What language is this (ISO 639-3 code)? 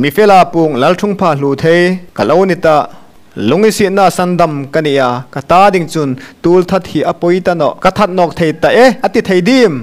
hmr